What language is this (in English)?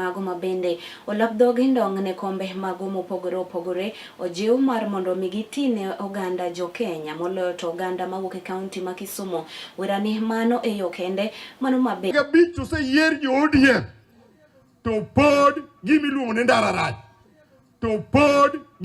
Luo (Kenya and Tanzania)